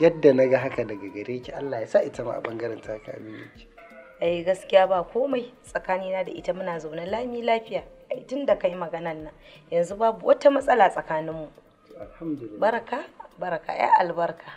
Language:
Hausa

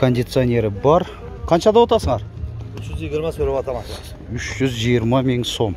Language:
Kyrgyz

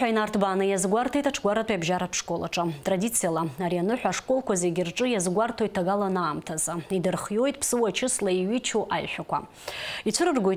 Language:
Abkhazian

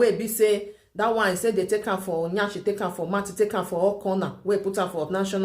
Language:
Nigerian Pidgin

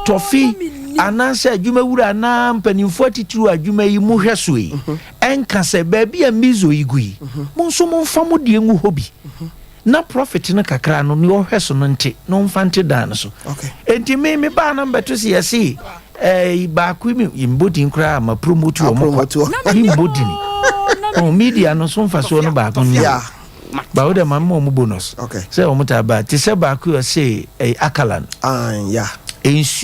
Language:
Akan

